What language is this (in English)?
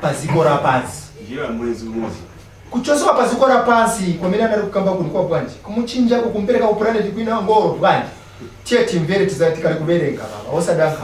Nyanja